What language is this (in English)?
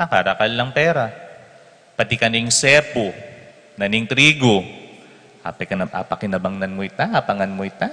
Pampanga